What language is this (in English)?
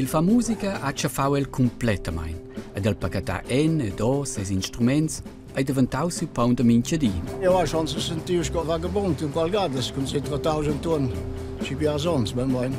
Romansh